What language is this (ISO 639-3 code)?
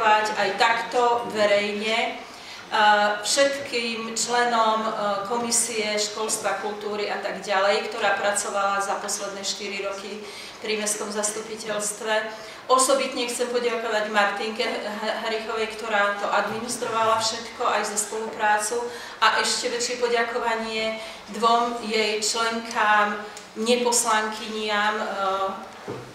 slk